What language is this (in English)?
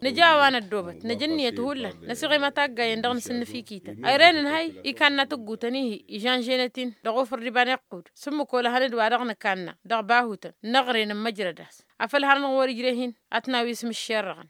Tamasheq